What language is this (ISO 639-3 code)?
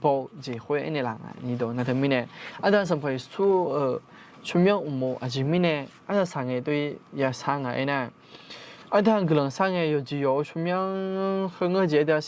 ahk